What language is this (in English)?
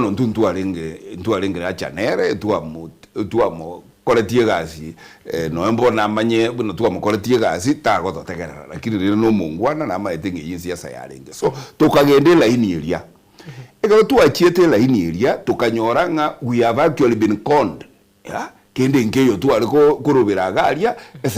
Gusii